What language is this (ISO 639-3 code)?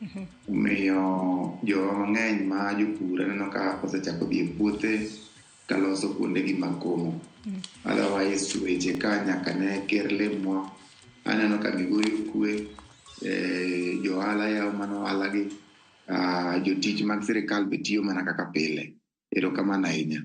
luo